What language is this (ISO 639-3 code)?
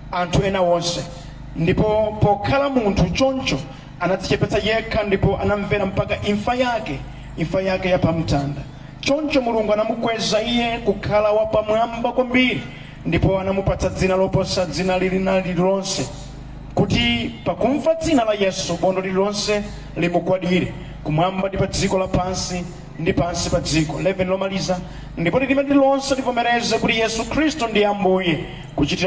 nya